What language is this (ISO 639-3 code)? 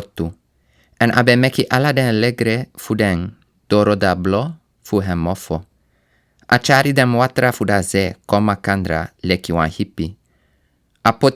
srn